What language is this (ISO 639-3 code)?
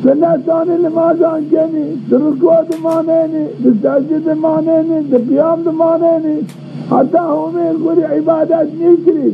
zza